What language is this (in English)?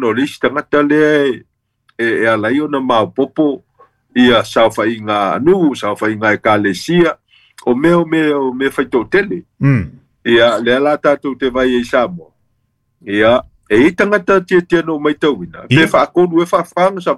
Samoan